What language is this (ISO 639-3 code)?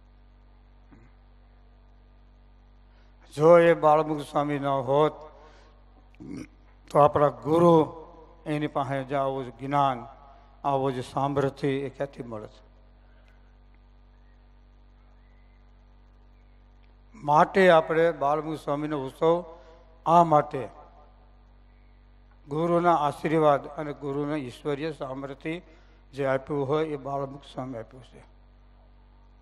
guj